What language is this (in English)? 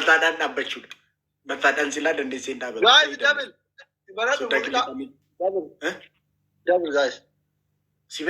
Oromo